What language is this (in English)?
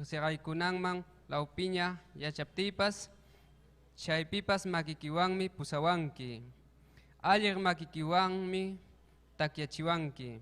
Ayacucho Quechua